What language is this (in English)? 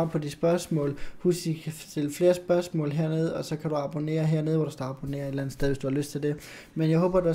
Danish